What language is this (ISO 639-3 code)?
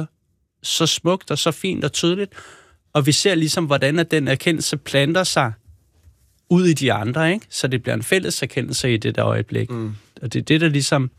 dan